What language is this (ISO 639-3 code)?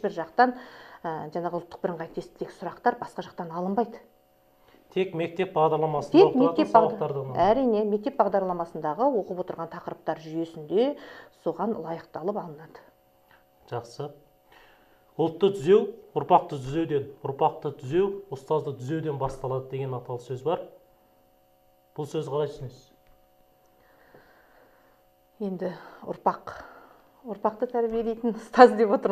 kaz